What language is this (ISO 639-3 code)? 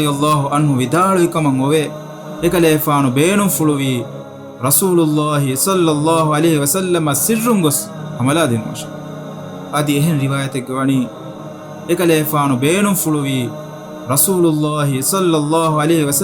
div